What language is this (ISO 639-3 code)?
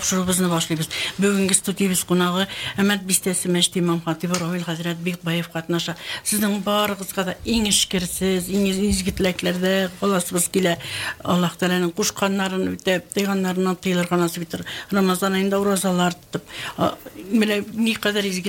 tat